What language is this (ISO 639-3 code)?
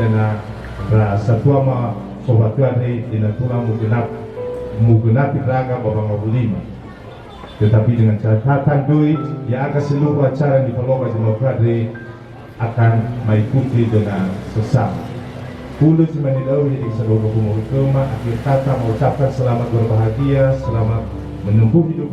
nia